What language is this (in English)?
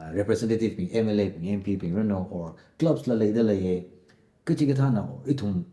Tangkhul Naga (India)